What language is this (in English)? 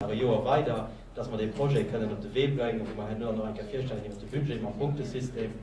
Luxembourgish